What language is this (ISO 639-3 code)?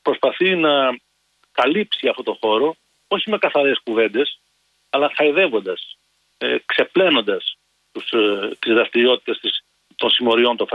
ell